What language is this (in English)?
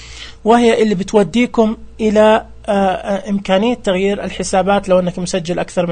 Najdi Arabic